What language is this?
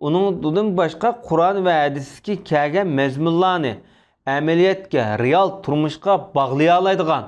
Uyghur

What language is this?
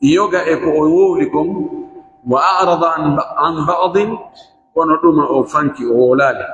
Fula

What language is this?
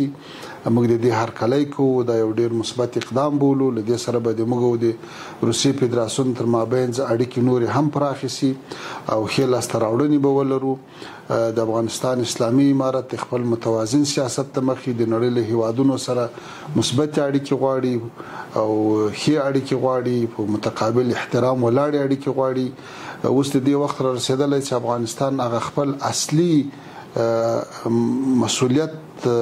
Pashto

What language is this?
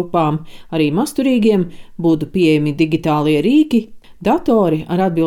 Latvian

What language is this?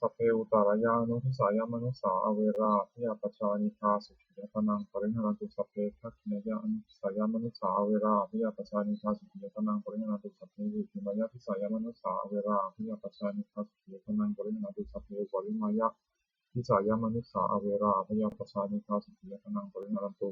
Pali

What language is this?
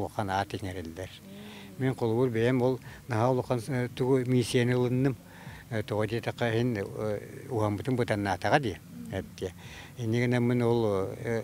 Yakut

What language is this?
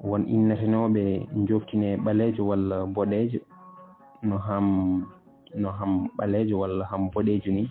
Fula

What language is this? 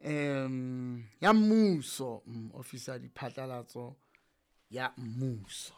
Southern Sotho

